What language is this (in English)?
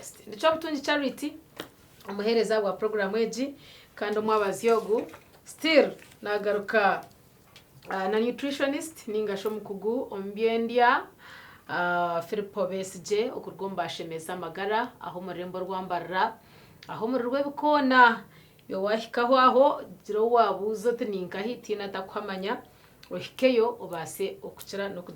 Nyankole